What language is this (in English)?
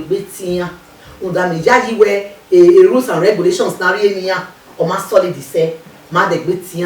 Bini